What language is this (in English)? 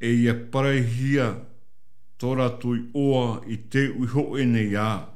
Tahitian